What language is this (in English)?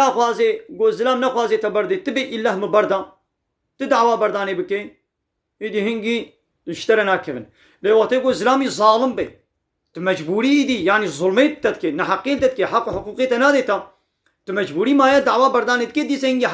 Kurdish